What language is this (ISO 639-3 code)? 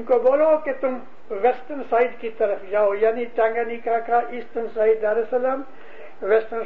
urd